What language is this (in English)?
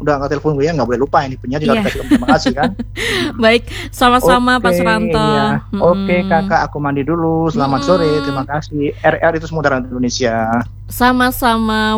Indonesian